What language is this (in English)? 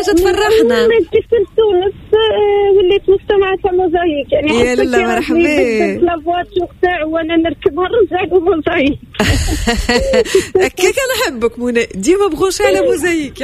Tunisian Arabic